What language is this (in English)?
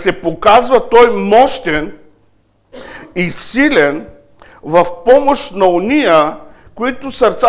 Bulgarian